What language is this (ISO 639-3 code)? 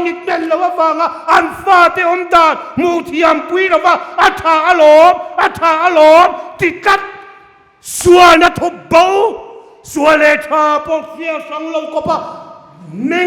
hmr